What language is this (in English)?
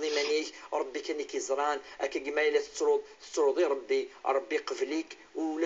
Kabyle